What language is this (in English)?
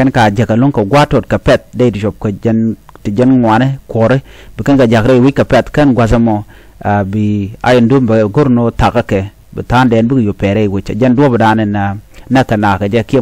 Nuer